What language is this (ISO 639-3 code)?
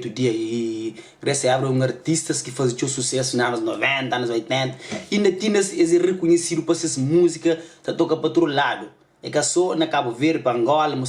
kea